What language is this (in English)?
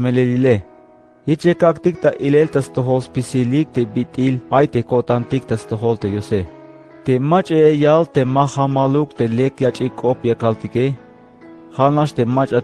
Tzeltal